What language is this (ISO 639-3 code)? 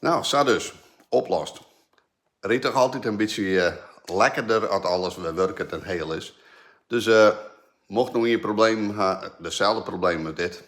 fry